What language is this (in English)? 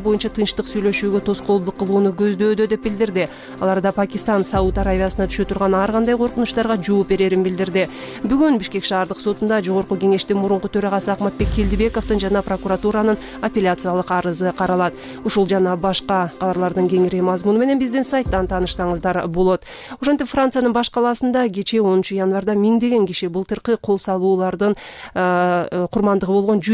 Kyrgyz